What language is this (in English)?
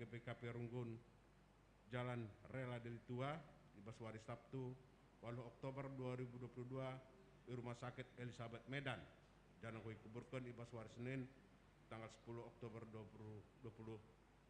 Batak Karo